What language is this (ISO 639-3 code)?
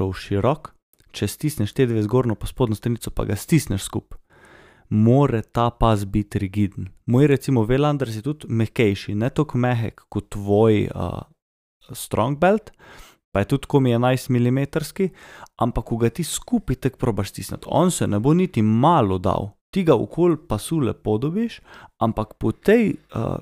slv